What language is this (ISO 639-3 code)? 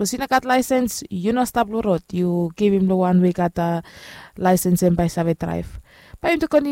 bis